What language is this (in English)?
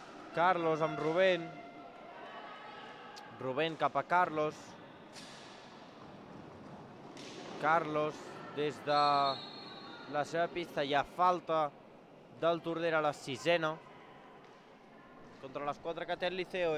Catalan